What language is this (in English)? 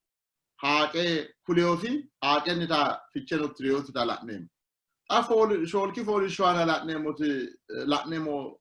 Sidamo